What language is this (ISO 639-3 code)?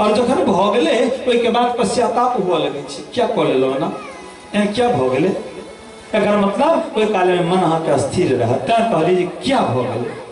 mai